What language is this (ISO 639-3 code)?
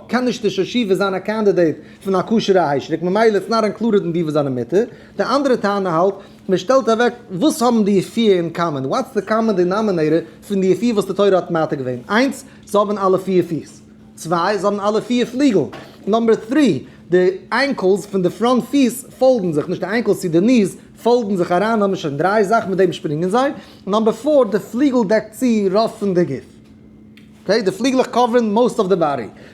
yid